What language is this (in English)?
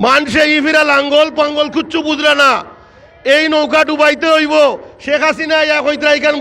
Sylheti